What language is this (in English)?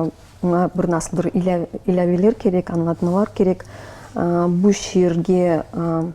Crimean Tatar